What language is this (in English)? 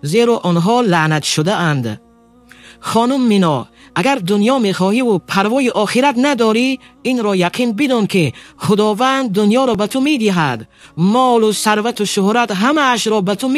Tajik